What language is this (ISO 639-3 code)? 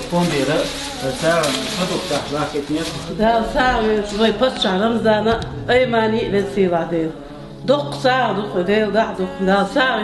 che